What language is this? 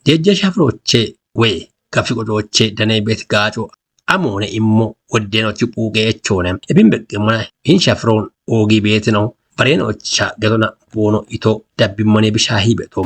Kafa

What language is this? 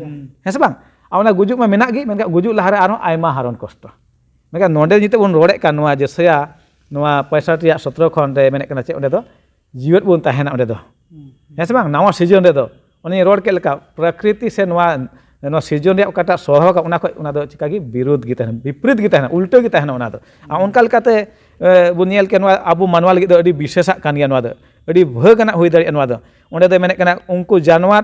Santali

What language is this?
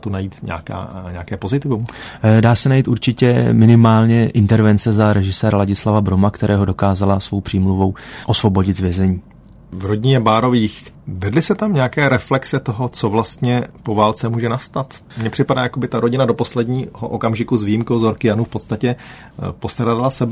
Czech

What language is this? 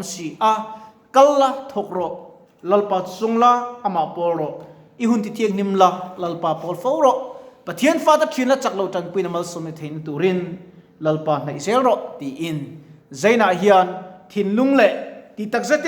Mizo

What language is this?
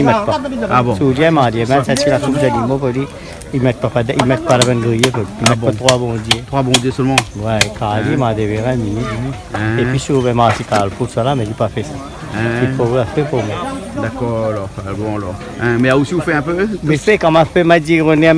Réunion Creole French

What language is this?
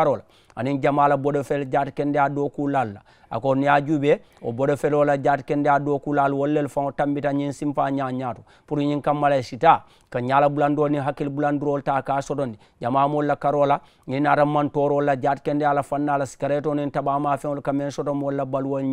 Mandingo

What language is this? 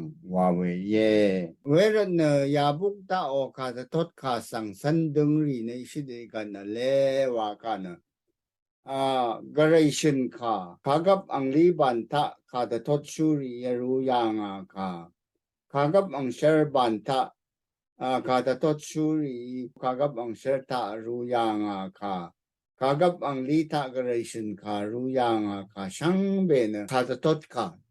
Rawang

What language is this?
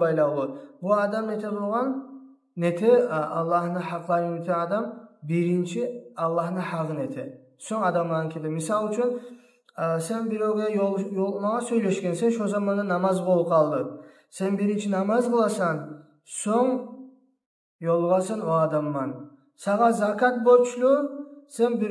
Kumyk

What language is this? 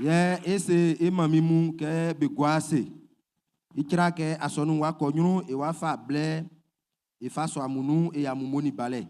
Baoulé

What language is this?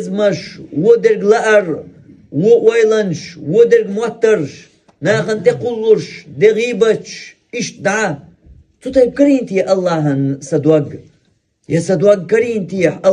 Chechen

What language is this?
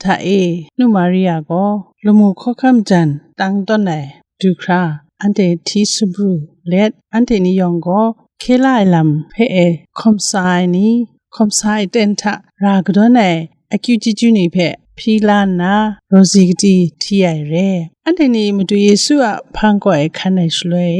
Kachin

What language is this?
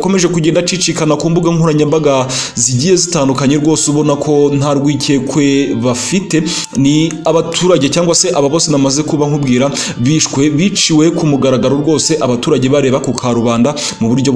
Kinyarwanda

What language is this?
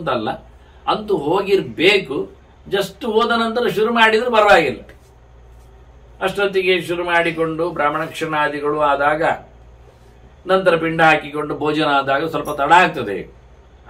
Kannada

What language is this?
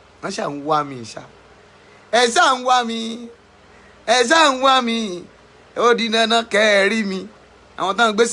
Yoruba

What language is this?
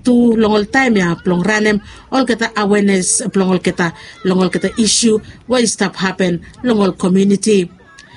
Bislama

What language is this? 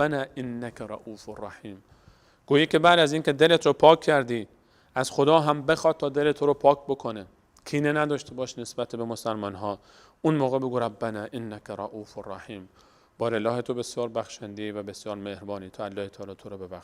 Persian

